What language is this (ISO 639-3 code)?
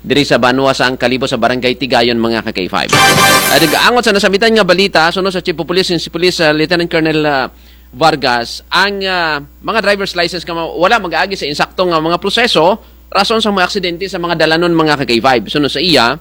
krj